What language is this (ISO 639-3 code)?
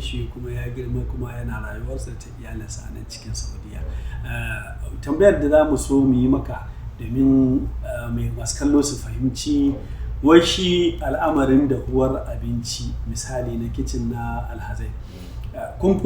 hau